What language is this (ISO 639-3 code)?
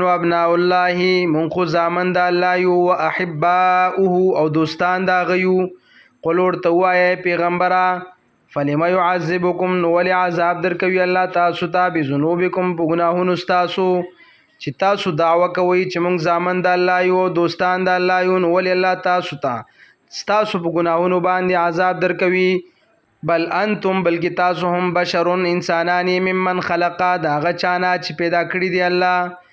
pus